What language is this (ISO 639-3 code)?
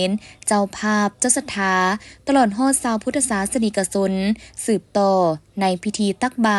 lao